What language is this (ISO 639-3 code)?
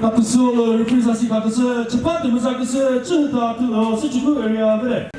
nri